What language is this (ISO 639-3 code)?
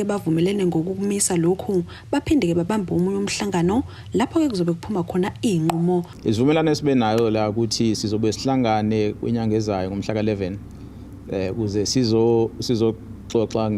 zul